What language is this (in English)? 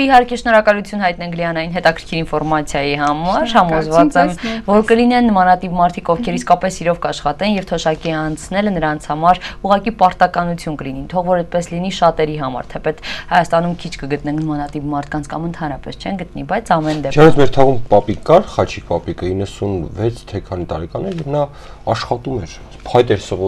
Armenian